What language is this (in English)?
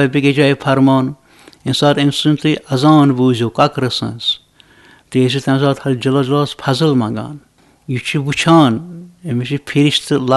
Kashmiri